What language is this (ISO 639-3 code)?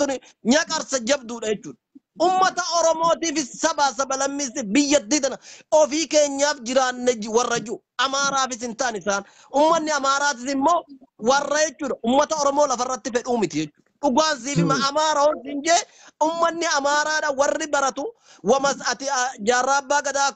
orm